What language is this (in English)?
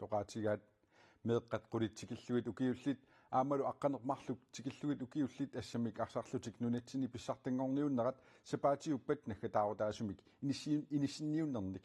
Kalaallisut